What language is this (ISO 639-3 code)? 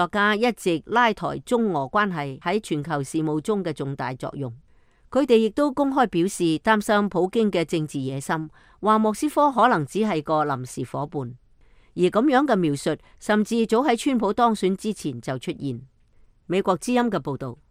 yue